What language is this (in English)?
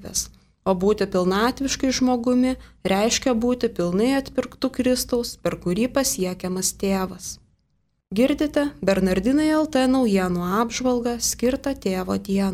Lithuanian